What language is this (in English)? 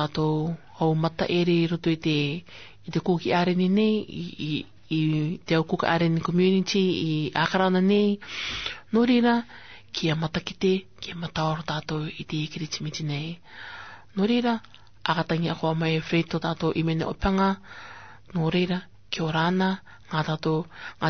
Rarotongan